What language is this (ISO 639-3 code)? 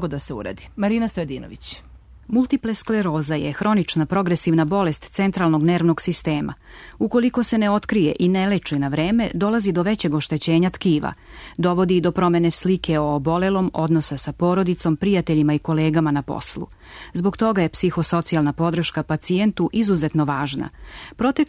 srp